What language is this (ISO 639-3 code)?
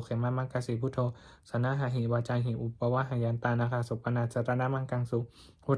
pli